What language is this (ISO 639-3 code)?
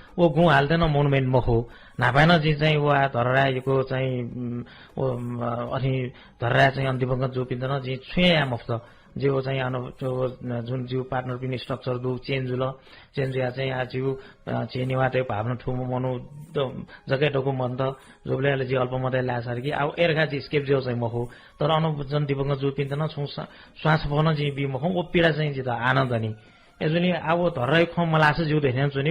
new